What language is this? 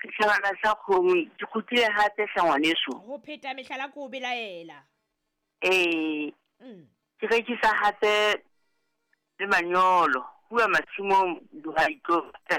Southern Sotho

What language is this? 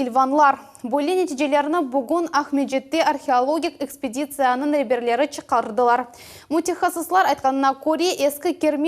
Crimean Tatar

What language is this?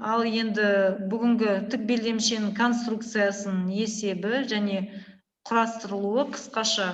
Kazakh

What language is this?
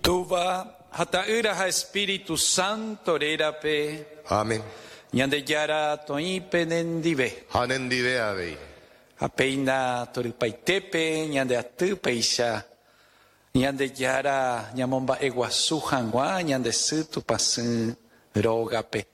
Guarani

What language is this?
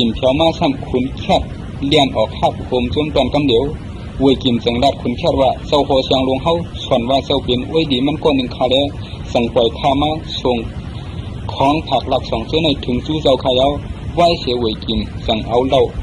Shan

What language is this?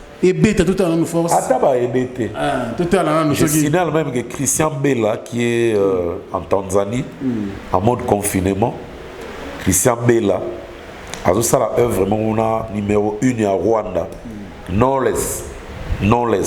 Lingala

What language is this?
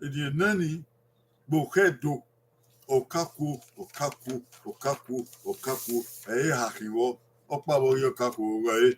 Bini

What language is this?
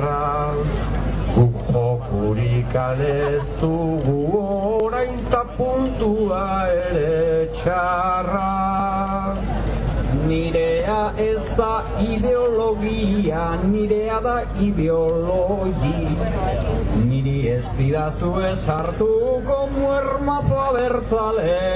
Basque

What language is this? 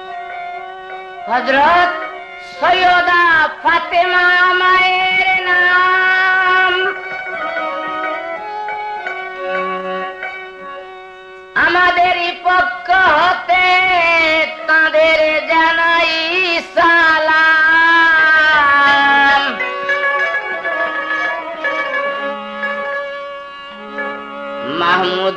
Bangla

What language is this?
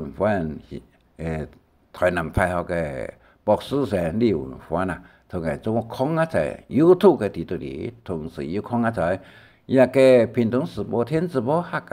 Hakka Chinese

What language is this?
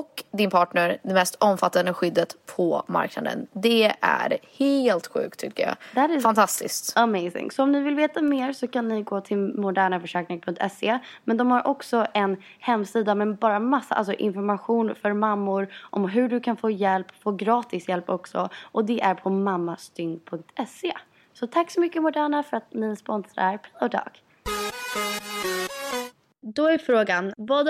Swedish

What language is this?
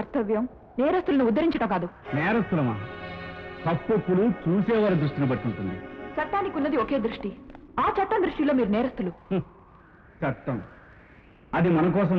Telugu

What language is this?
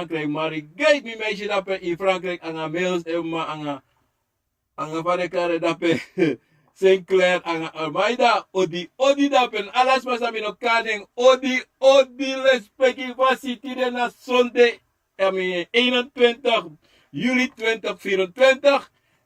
Sranan Tongo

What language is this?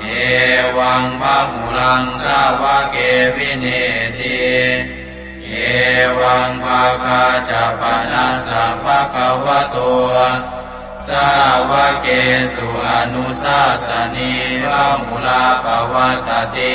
Pali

